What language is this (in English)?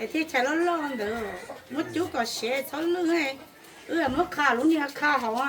Hmong